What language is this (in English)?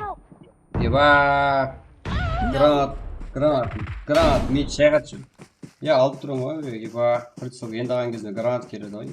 Kara-Kalpak